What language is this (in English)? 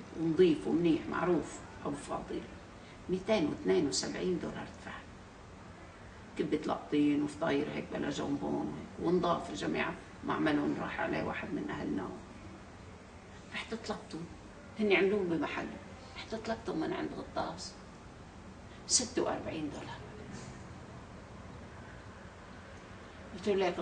North Levantine Arabic